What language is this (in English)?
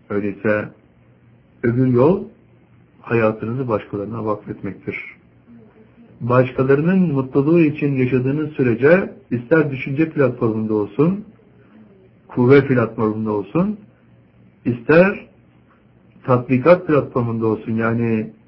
Turkish